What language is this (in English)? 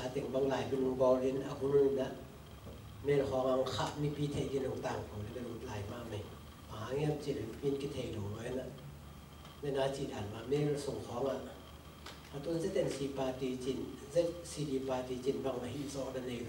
Tedim Chin